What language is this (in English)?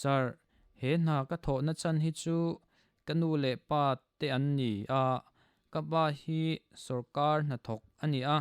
Mizo